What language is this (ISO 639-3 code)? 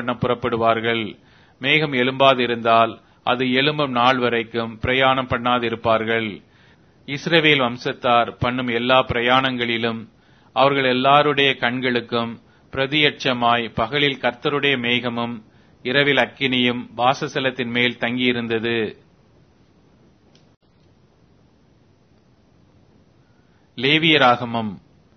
tam